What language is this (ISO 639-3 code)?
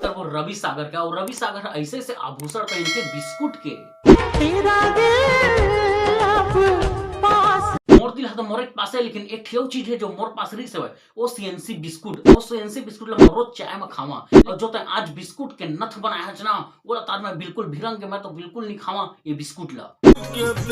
hne